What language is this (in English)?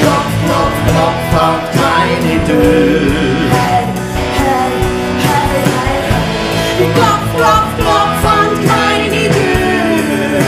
Swiss German